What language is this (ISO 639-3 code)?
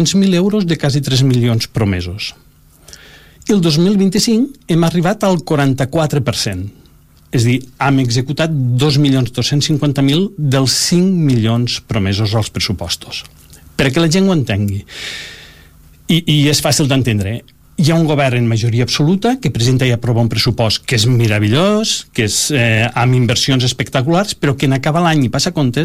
cat